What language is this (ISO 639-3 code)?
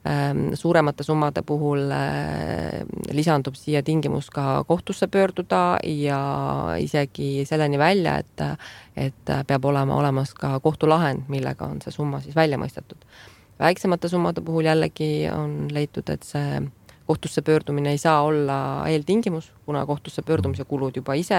est